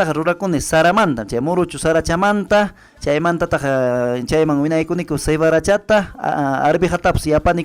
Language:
Ayacucho Quechua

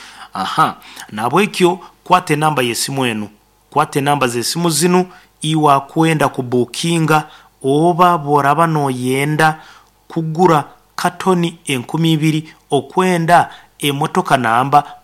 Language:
Nyoro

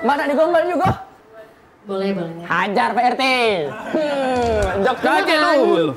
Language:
Musi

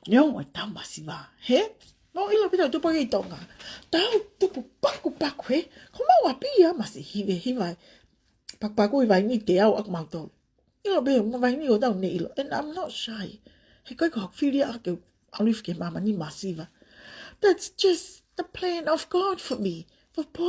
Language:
Tongan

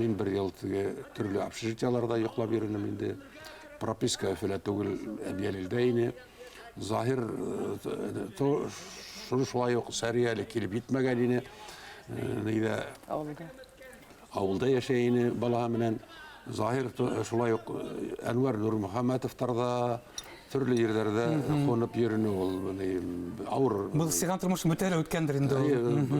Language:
Bashkir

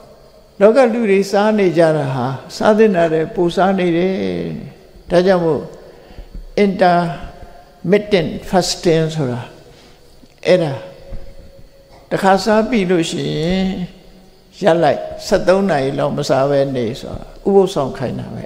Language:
Burmese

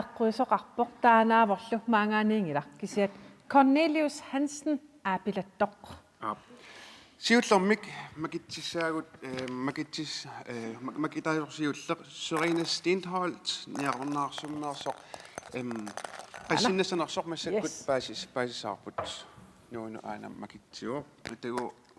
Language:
Kalaallisut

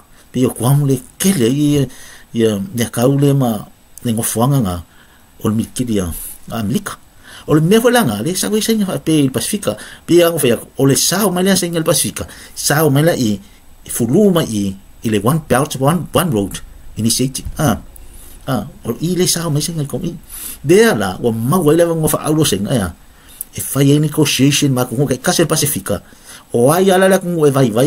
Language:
Samoan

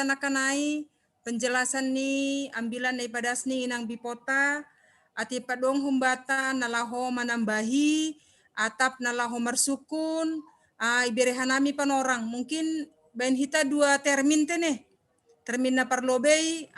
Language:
Batak Simalungun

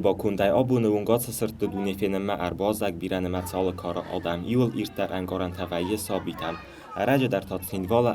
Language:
Ossetic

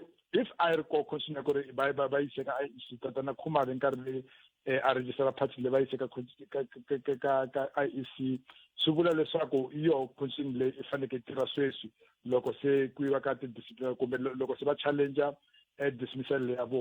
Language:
Tsonga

